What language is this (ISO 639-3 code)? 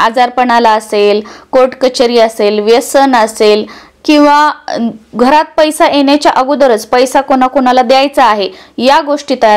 mar